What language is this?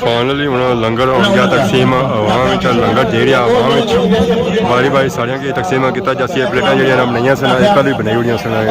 Pahari-Potwari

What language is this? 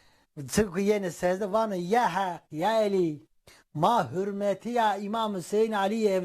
Zaza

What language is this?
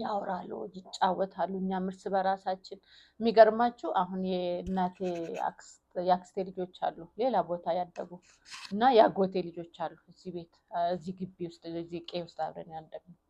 Amharic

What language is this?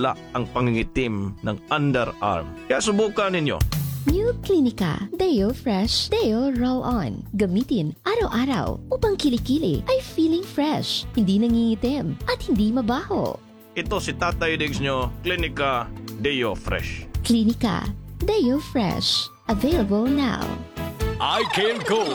Filipino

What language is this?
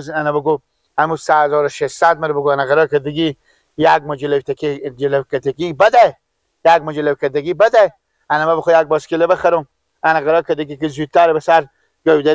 Persian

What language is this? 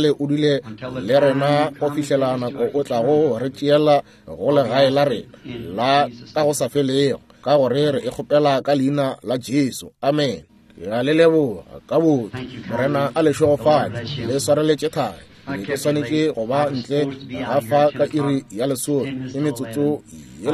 Northern Sotho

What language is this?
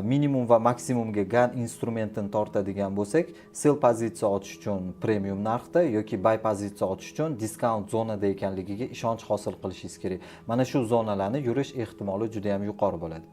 Uzbek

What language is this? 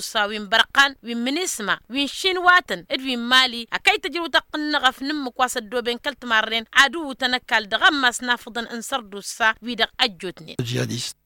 Tamasheq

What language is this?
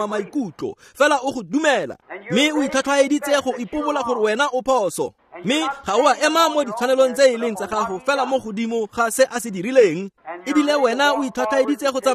Tswana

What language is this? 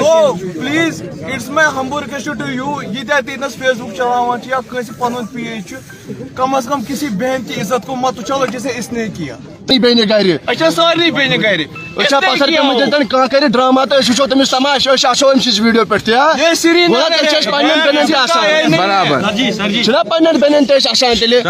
Kashmiri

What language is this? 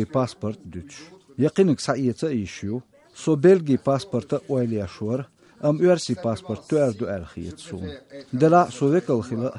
Chechen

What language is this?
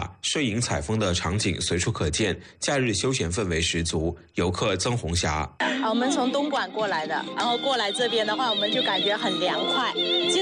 Chinese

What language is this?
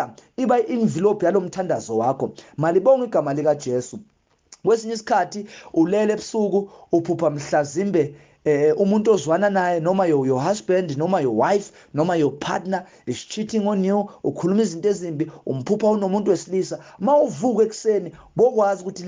Zulu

